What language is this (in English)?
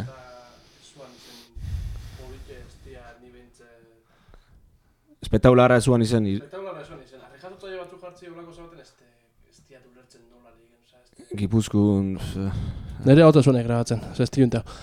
Basque